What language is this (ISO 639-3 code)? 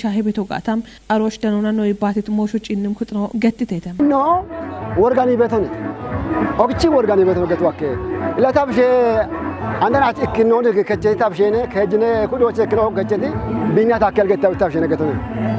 kbr